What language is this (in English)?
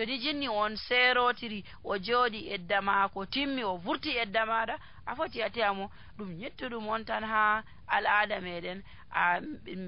Nigerian Fulfulde